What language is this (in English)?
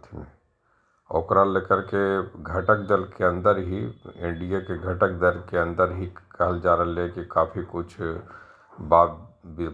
Magahi